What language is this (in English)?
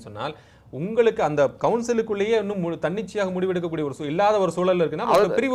Tamil